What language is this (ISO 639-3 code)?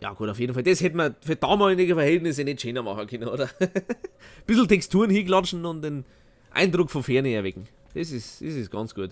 bar